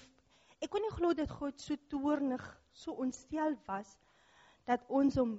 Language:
Afrikaans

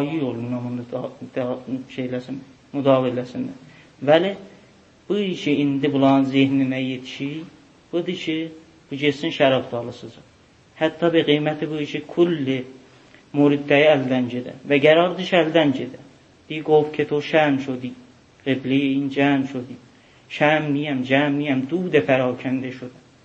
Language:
South Azerbaijani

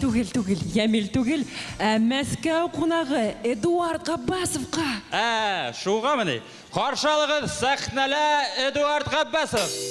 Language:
Bashkir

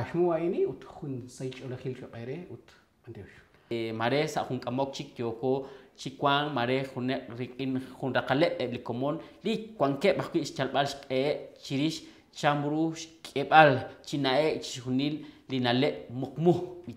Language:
Kekchí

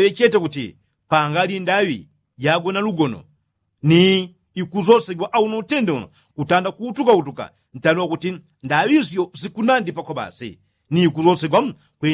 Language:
Yao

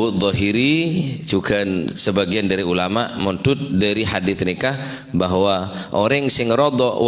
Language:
Madurese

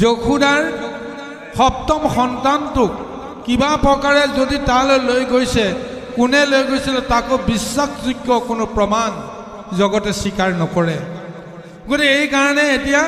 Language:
Assamese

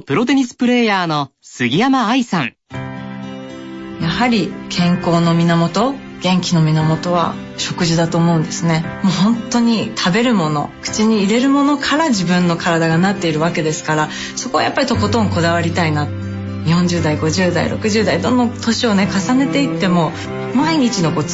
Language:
Japanese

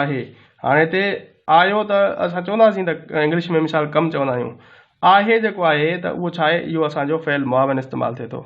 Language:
Sindhi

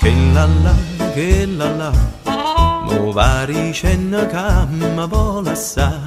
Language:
Neapolitan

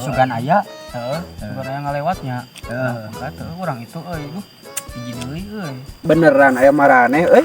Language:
Sundanese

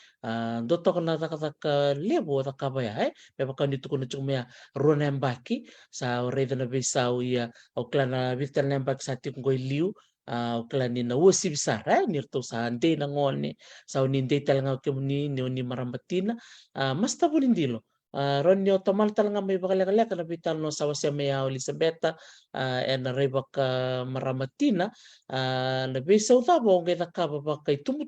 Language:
Fijian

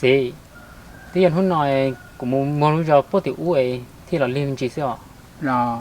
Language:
Hmong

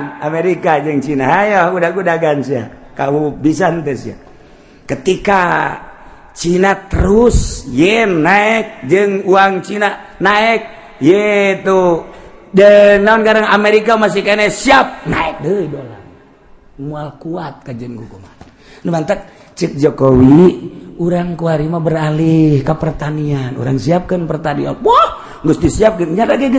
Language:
Sundanese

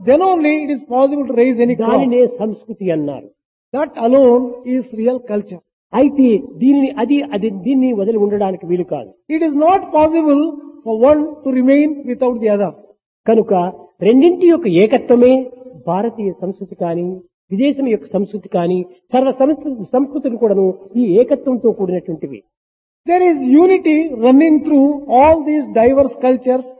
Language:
Telugu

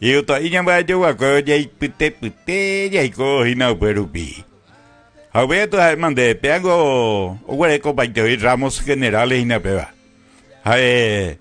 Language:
Guarani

